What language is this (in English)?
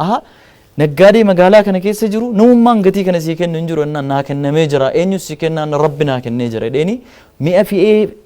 Oromo